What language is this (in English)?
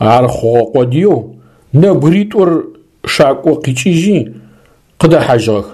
Adyghe